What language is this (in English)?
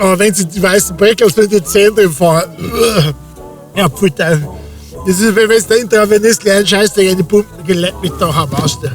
Bavarian